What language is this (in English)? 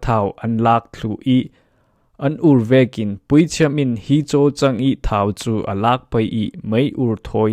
Falam Chin